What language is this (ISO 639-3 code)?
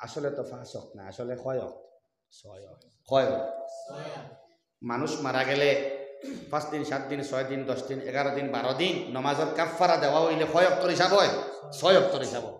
syl